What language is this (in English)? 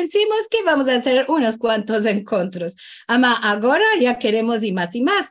Ladino